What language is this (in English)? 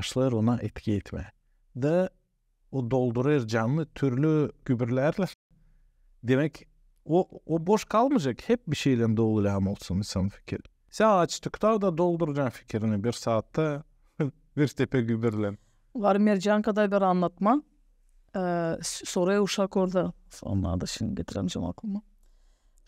Gagauz